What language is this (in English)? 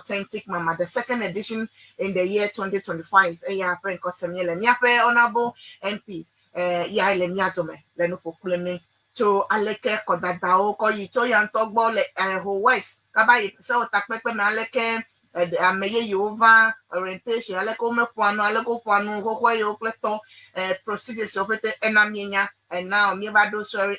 Ewe